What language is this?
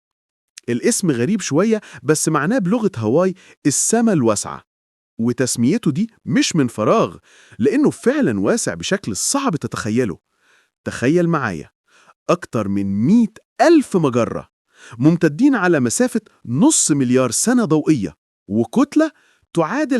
Egyptian Arabic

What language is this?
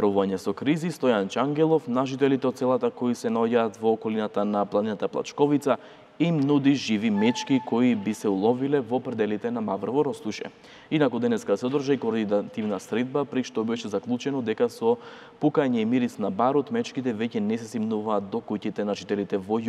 Macedonian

